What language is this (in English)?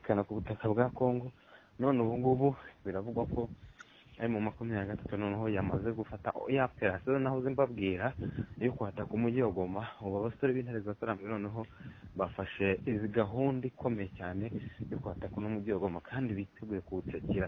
Kinyarwanda